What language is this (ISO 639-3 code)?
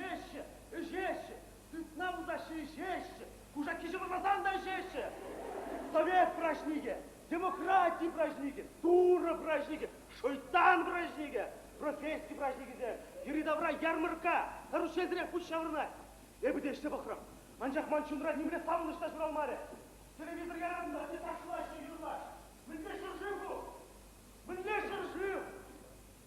chv